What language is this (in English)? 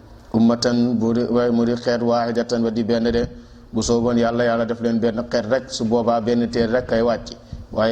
Wolof